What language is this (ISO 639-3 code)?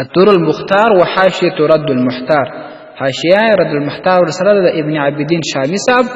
pus